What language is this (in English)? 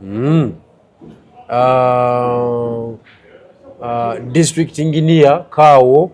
Ganda